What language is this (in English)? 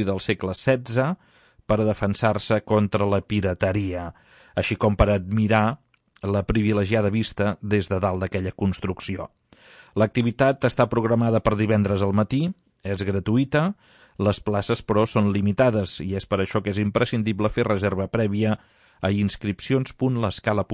Catalan